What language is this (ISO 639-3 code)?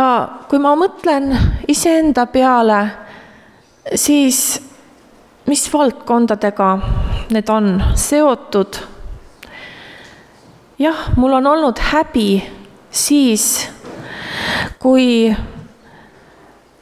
est